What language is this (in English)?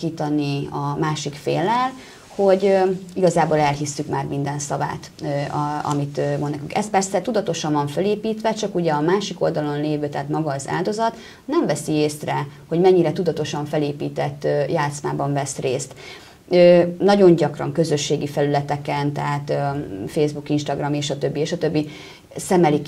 Hungarian